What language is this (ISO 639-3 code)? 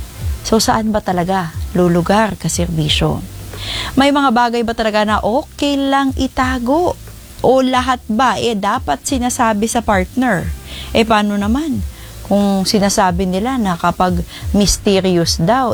fil